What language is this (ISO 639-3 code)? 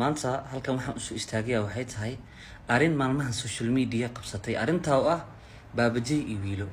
som